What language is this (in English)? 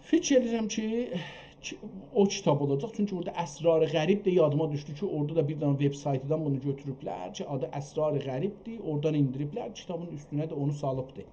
South Azerbaijani